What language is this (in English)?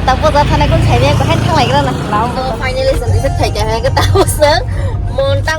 Kok Borok